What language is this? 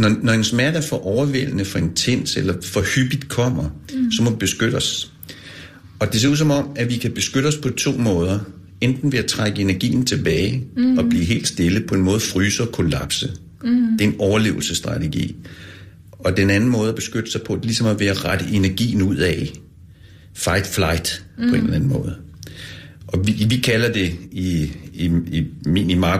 Danish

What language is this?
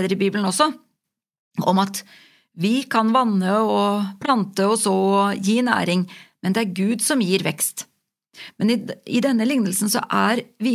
Norwegian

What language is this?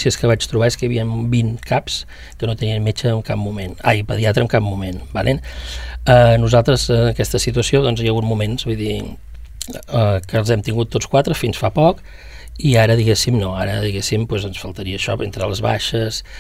Catalan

